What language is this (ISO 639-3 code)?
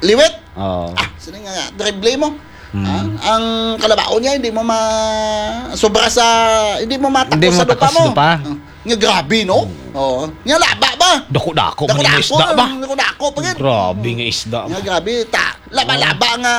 hil